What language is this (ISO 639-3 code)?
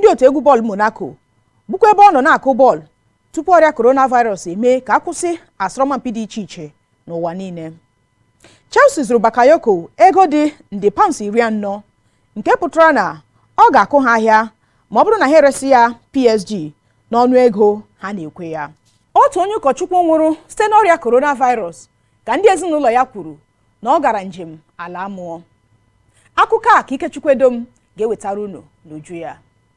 ibo